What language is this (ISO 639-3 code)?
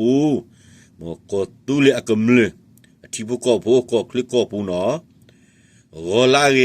ksw